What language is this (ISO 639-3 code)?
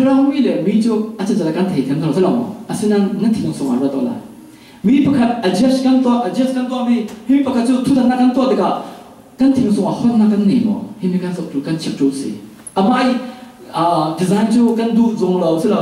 cfm